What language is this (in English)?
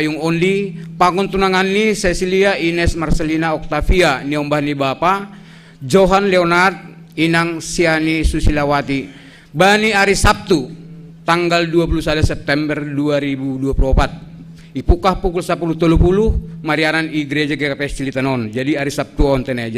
Batak Simalungun